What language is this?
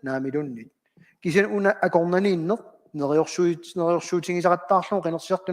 Kalaallisut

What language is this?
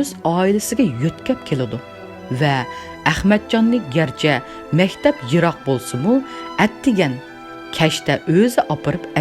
Uyghur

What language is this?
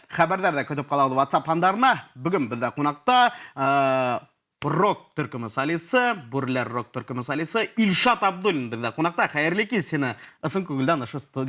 Bashkir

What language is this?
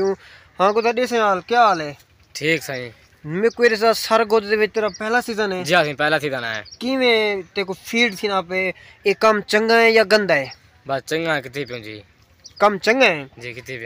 Saraiki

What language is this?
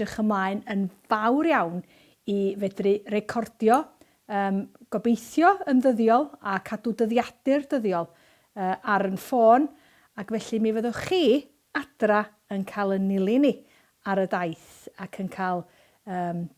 Welsh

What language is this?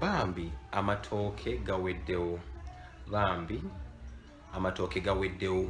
Ganda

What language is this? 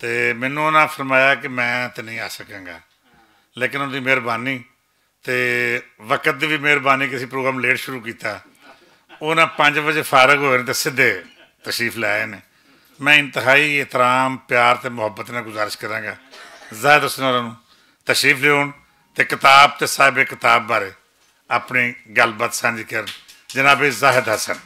Western Panjabi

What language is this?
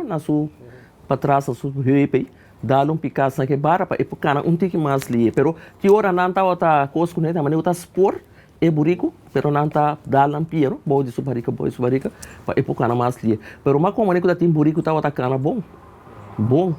Papiamento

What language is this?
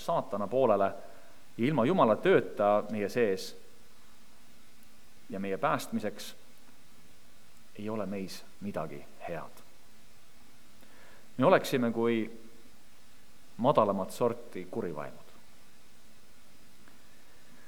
Estonian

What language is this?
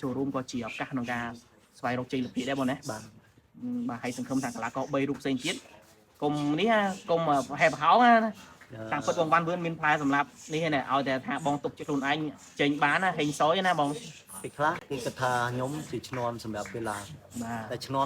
Khmer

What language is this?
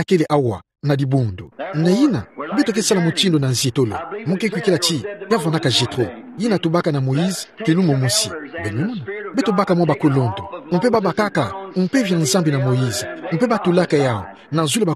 Kituba (Democratic Republic of Congo)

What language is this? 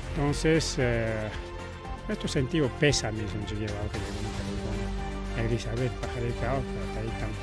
Ayacucho Quechua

